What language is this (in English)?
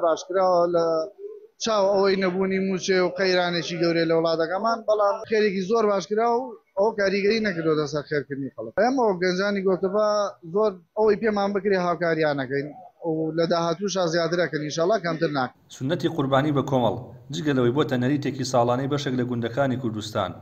Central Kurdish